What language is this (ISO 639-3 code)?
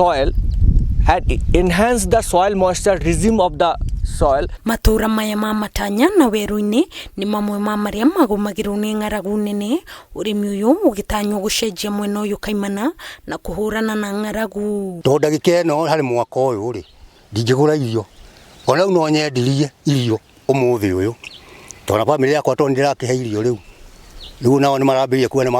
kik